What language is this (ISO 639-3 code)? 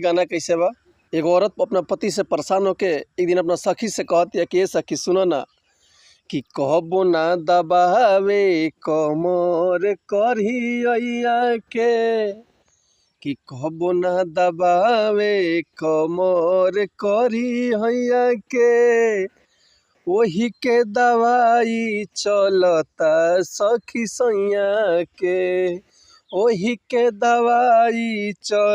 bho